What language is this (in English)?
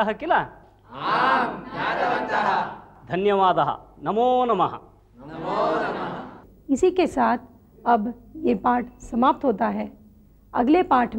Sanskrit